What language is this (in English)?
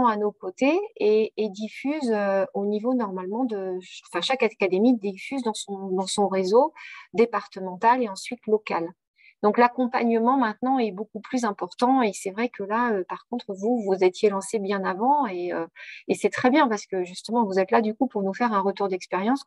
French